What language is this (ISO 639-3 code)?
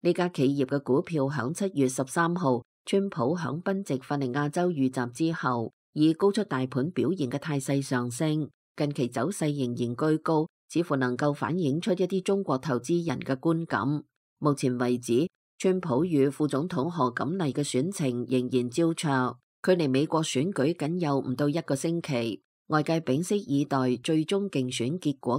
yue